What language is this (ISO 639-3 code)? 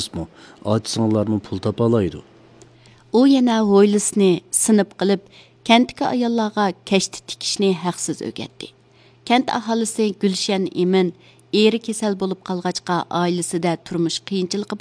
uig